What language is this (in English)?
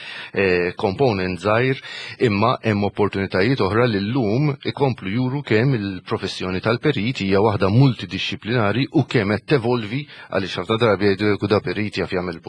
Maltese